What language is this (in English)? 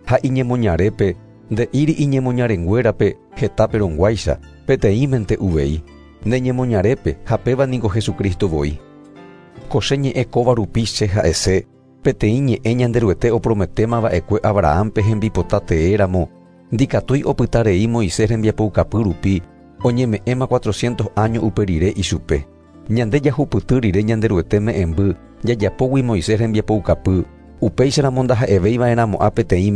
Guarani